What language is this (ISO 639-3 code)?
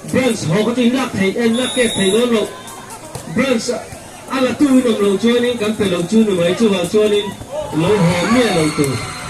lus